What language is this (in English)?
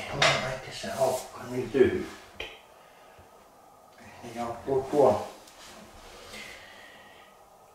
Finnish